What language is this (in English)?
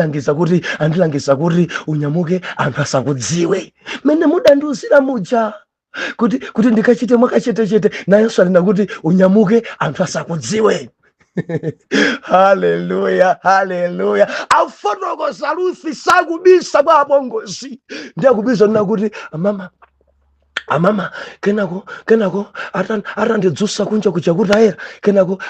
Nyanja